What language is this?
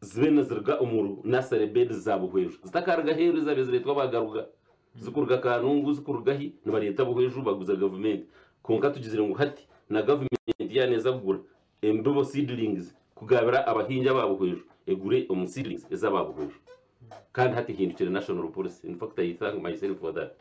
Nyankole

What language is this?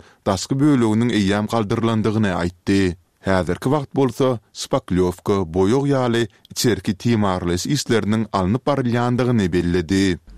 Turkmen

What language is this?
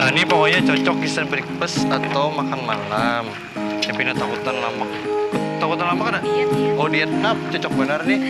Banjar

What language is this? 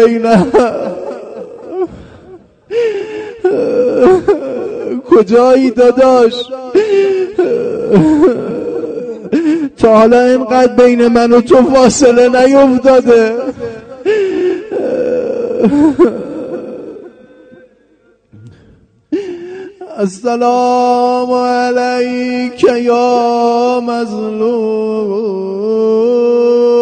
Persian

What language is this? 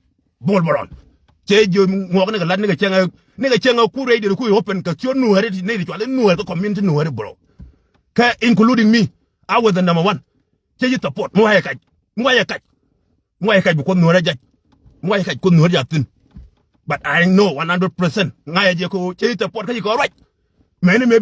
Nuer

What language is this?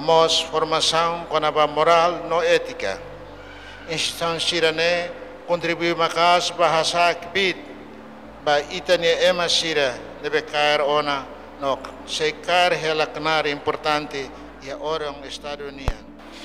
Tetum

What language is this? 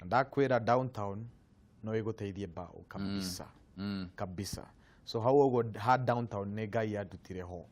Kikuyu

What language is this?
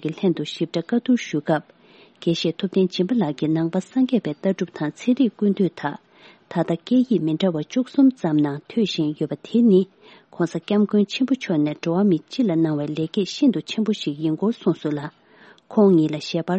Tibetan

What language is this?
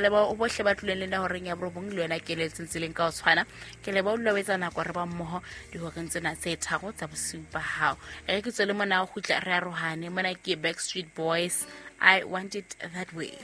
Southern Sotho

